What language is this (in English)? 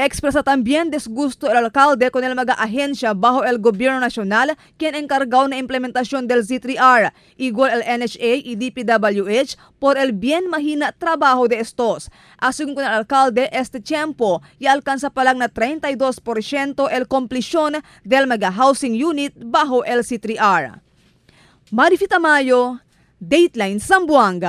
Chavacano